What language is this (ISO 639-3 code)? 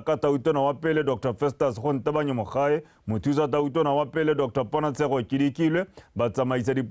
tsn